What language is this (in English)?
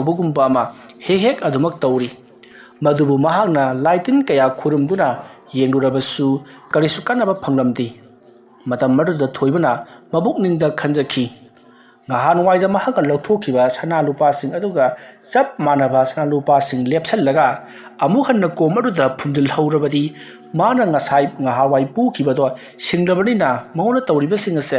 Manipuri